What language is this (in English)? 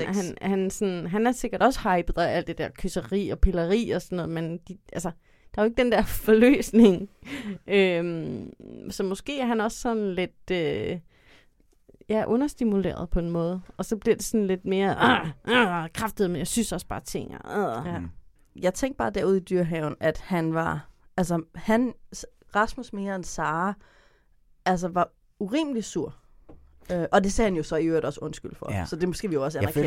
Danish